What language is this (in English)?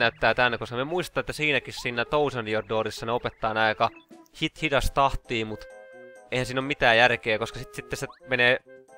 Finnish